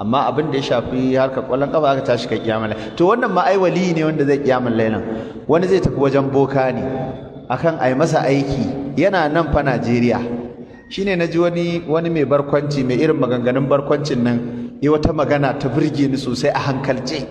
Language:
Hausa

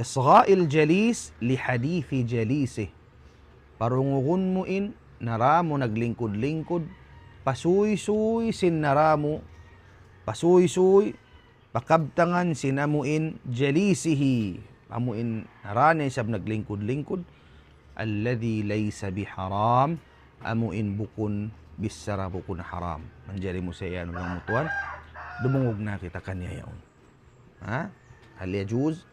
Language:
Tausug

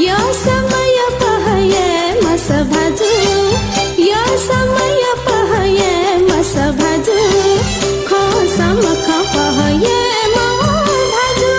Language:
Newari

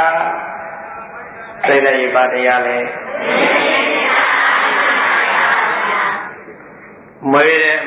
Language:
Burmese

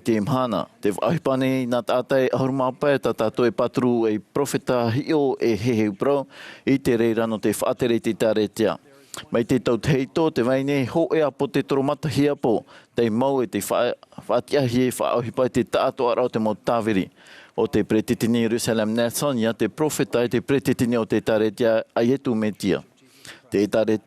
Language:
Tahitian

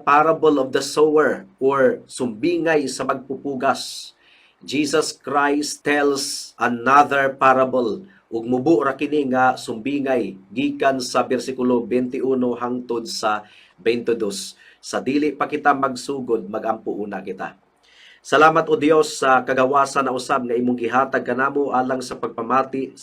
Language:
Cebuano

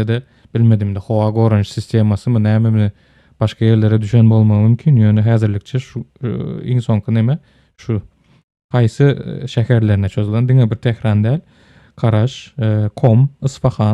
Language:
Turkmen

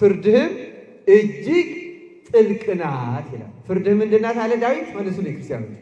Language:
Amharic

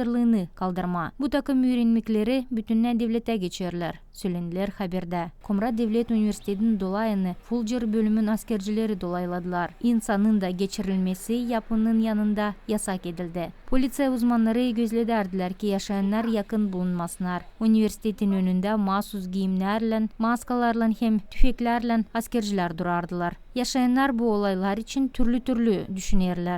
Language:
Gagauz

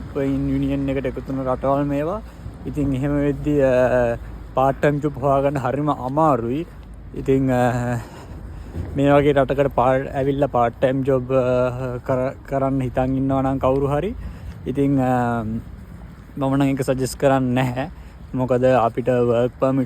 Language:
Sinhala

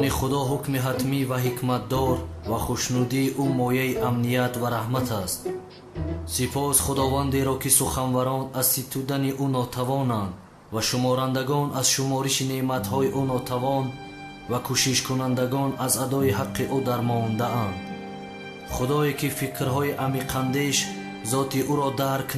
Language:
Tajik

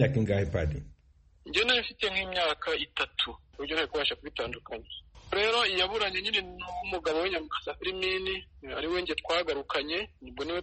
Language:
Kinyarwanda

